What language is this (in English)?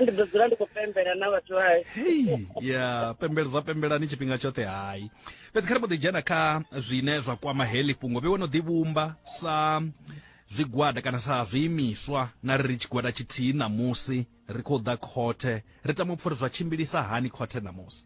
Venda